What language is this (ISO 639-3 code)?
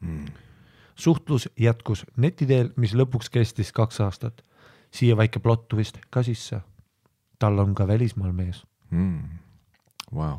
est